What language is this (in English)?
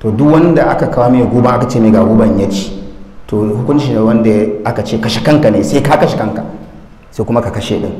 Hausa